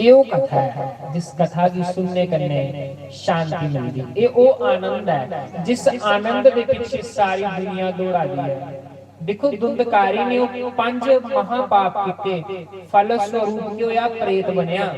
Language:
Dogri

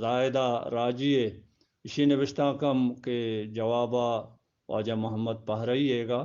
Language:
Eastern Balochi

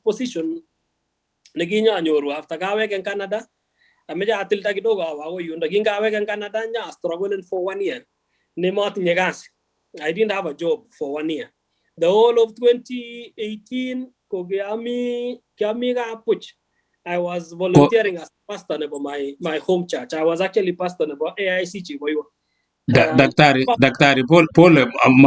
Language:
Kalenjin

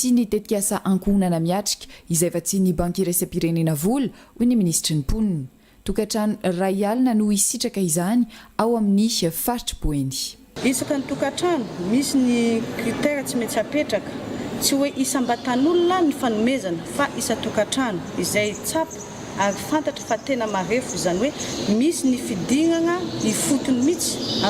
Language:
Malagasy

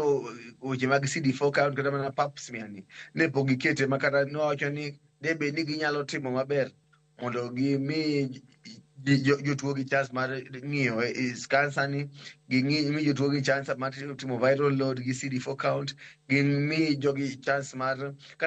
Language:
Luo (Kenya and Tanzania)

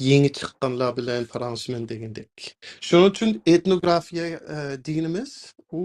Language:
Uyghur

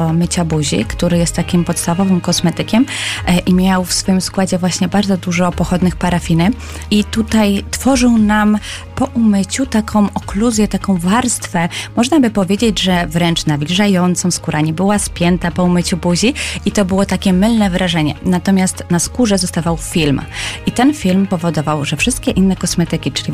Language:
Polish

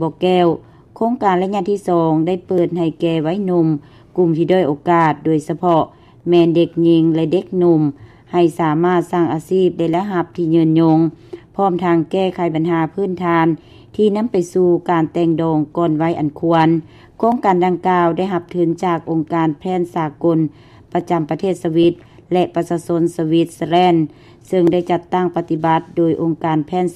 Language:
Lao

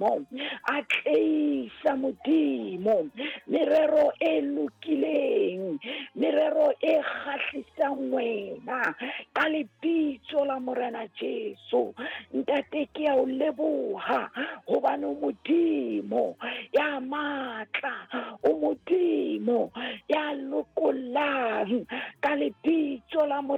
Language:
Southern Sotho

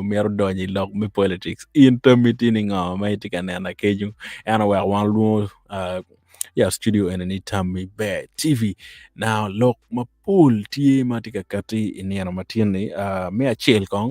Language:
Acoli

